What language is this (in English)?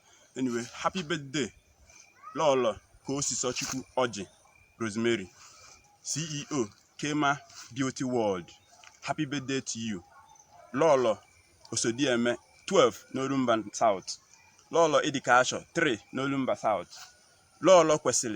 Igbo